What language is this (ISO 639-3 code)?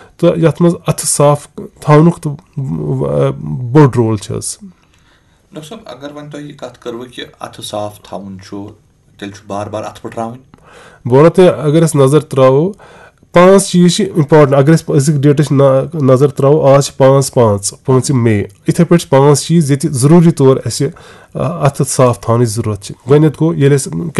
kas